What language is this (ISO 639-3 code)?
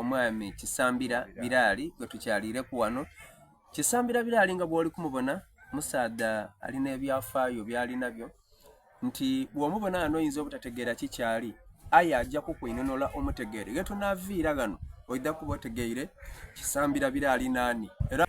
xog